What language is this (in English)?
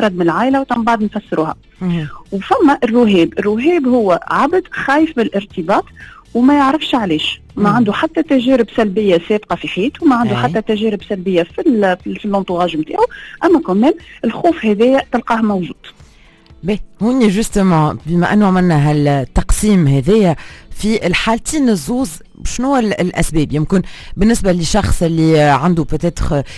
Tunisian Arabic